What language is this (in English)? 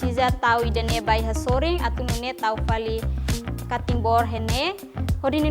Tetum